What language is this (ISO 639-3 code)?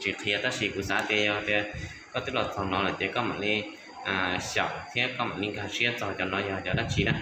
hmn